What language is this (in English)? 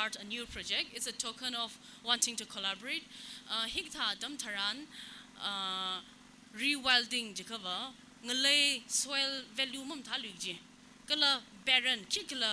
Tangkhul Naga (India)